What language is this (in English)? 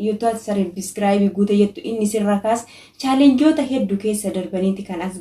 Oromo